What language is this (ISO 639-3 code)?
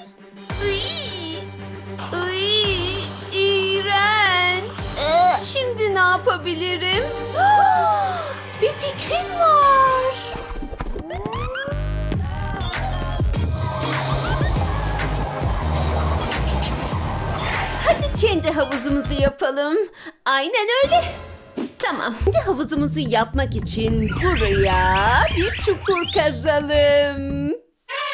tur